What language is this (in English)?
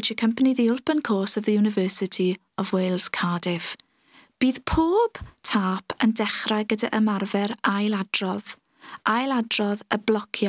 Welsh